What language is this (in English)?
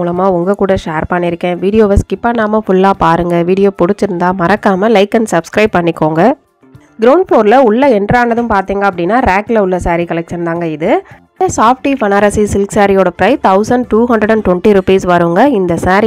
Tamil